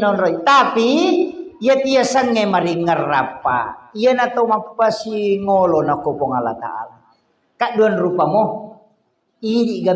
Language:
Buginese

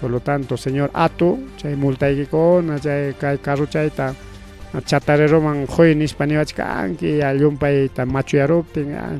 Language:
Ayacucho Quechua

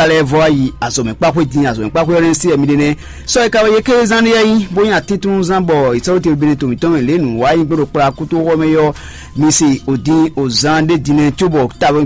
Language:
Fon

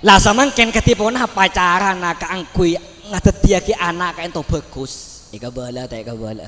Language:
Madurese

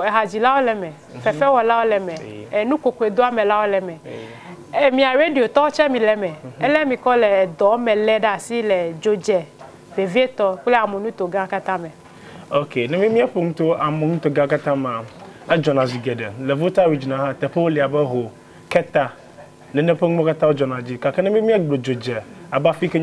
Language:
Ewe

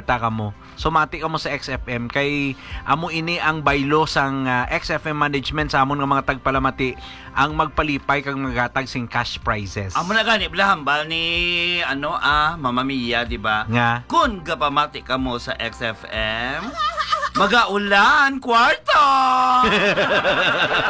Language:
Hiligaynon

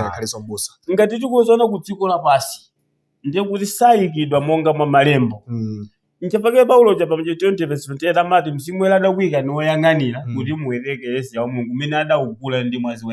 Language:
Nyanja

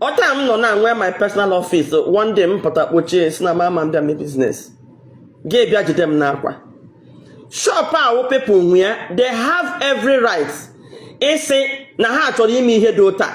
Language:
Igbo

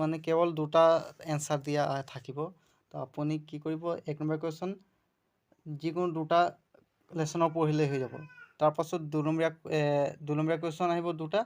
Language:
Assamese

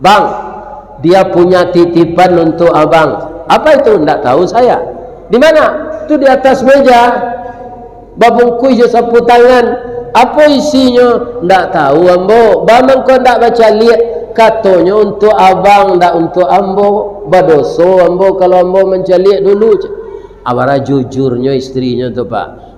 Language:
Minangkabau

